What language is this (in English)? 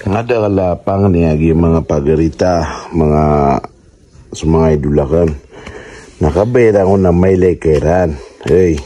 Maranao